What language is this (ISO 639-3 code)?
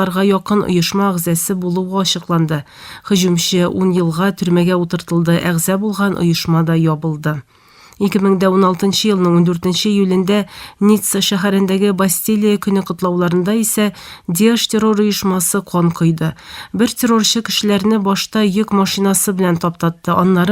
tat